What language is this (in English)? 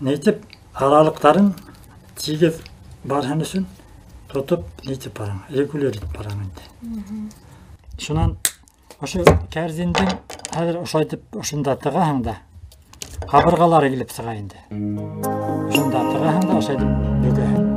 Bashkir